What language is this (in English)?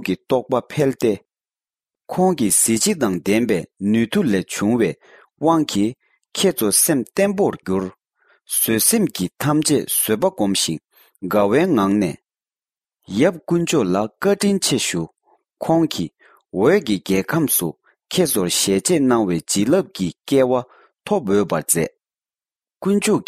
Tibetan